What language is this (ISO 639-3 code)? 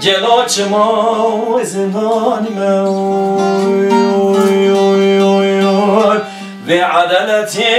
kur